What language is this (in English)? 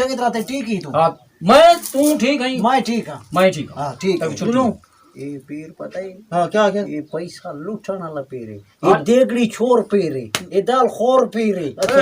Saraiki